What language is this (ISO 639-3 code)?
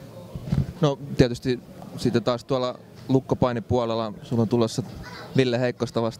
fin